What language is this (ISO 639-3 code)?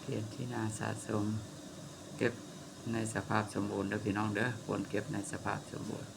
tts